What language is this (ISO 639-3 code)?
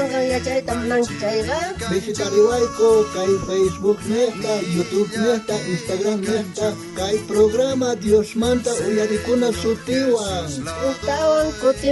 quh